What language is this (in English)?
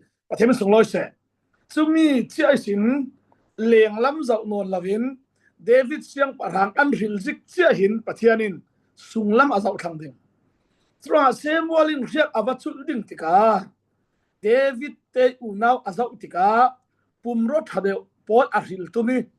Falam Chin